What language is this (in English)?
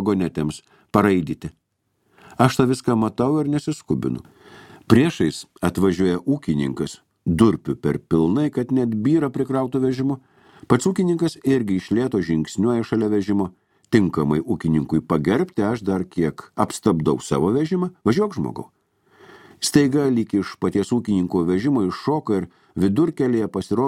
Lithuanian